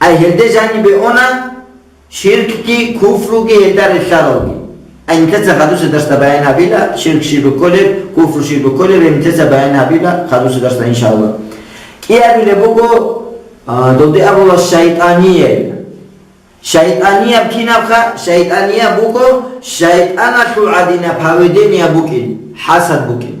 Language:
Avaric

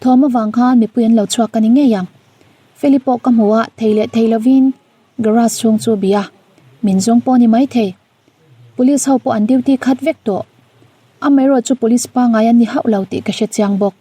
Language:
Mizo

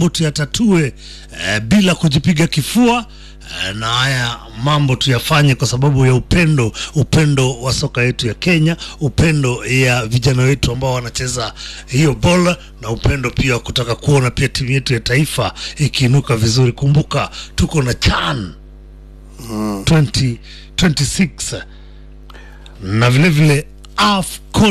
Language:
Swahili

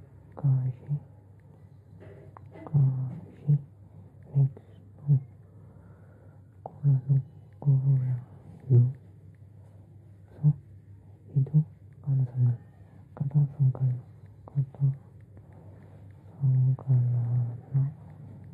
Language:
Kannada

